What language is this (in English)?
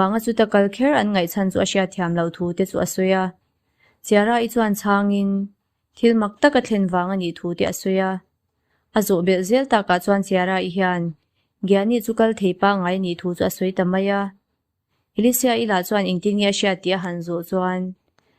Mizo